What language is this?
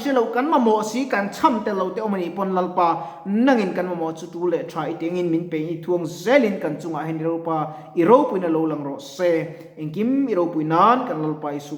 Mizo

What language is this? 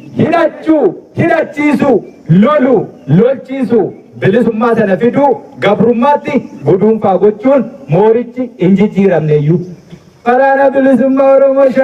Oromo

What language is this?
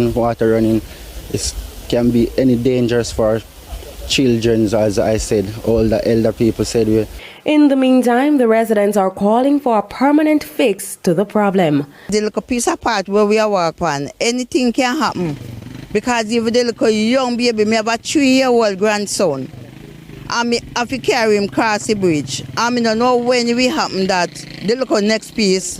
Jamaican Creole English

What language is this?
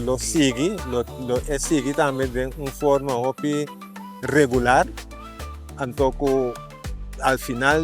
Papiamento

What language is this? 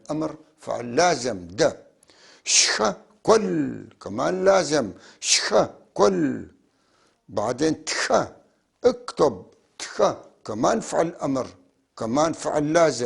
North Levantine Arabic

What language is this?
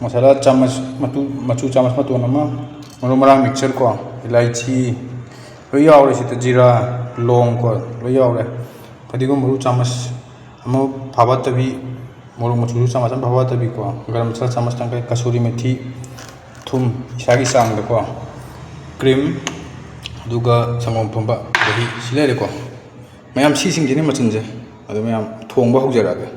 Manipuri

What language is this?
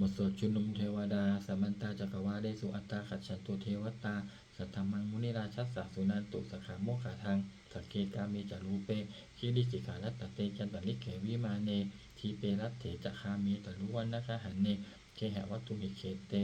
Pali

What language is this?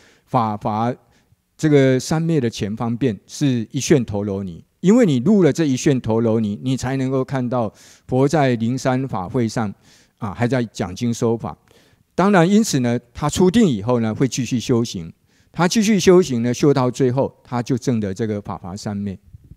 Chinese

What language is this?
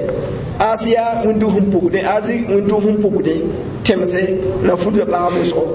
Mossi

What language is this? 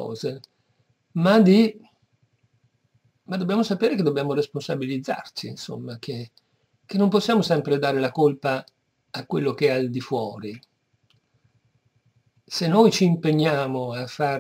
Italian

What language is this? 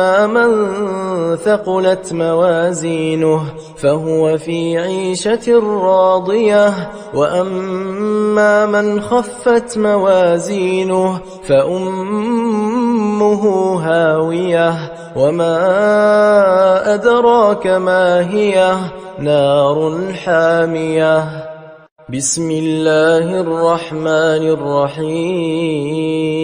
Arabic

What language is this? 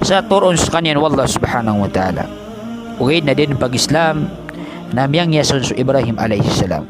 Maranao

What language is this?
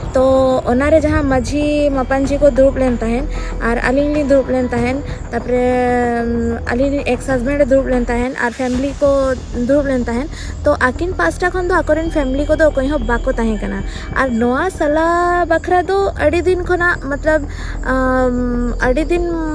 Santali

